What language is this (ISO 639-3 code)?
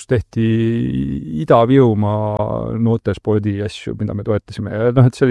est